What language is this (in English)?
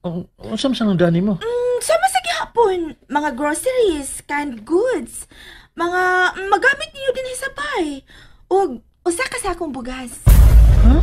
Cebuano